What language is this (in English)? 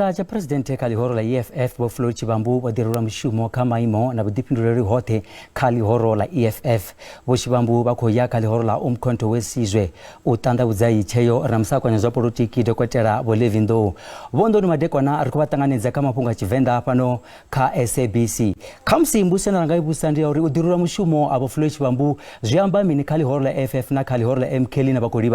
Venda